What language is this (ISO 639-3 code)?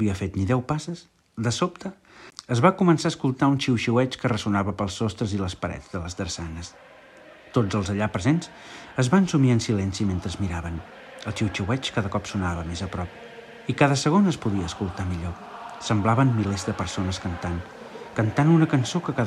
cat